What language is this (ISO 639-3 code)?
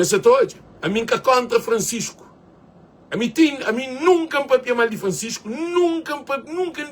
kea